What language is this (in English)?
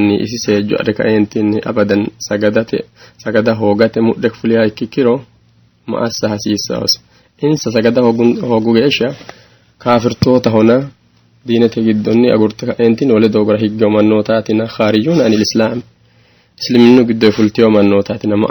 Sidamo